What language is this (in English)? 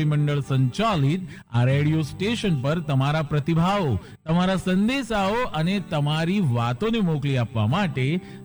Gujarati